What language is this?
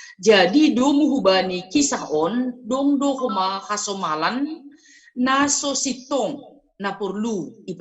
Batak Simalungun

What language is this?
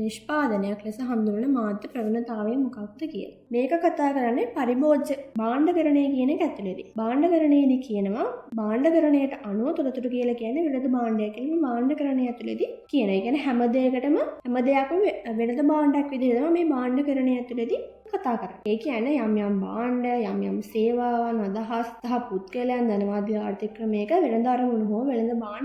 Sinhala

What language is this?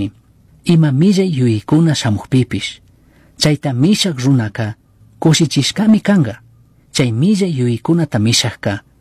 Chimborazo Highland Quichua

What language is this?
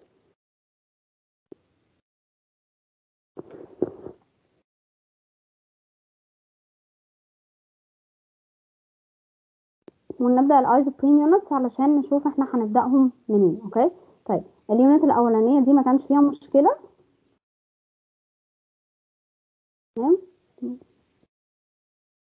Egyptian Arabic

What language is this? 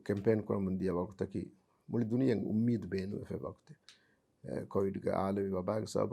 Divehi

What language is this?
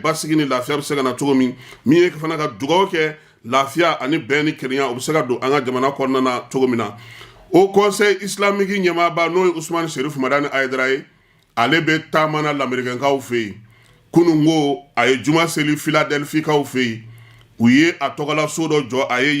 Bambara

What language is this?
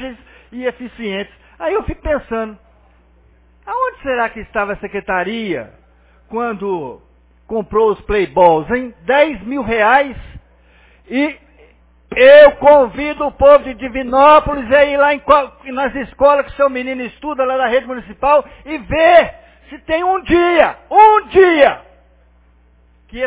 Portuguese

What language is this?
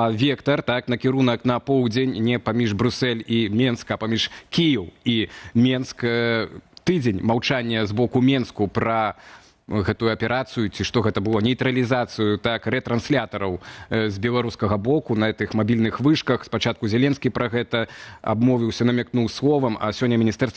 Belarusian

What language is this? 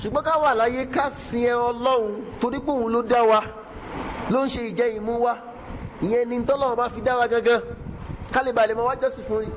Yoruba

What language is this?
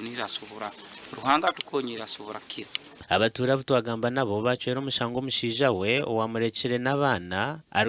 Nyankole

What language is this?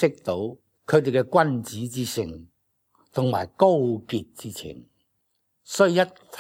Cantonese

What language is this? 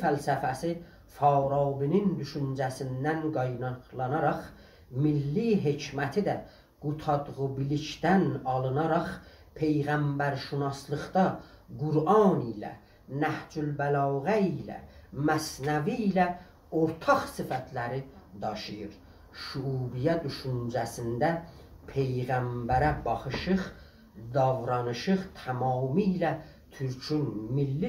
South Azerbaijani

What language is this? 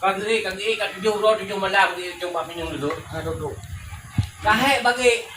Achinese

